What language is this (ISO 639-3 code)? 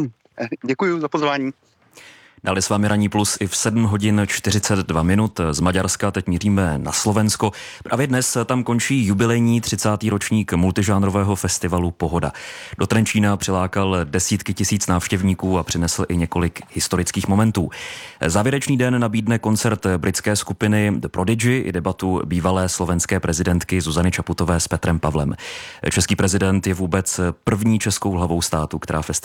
ces